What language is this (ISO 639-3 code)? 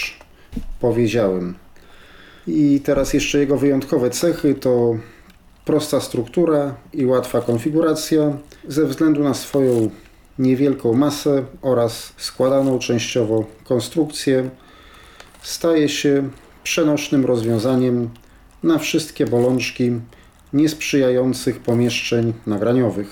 pol